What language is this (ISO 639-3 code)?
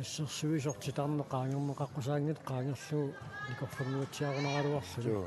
kal